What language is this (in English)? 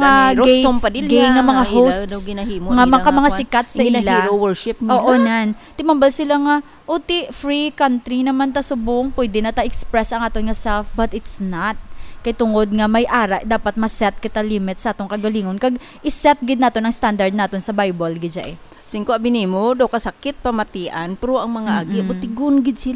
Hiligaynon